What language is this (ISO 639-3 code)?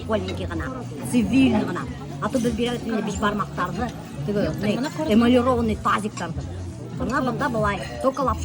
bak